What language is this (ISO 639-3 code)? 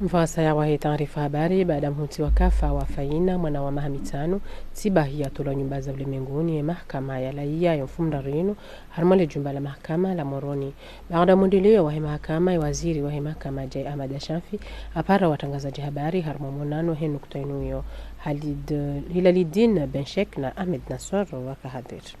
zdj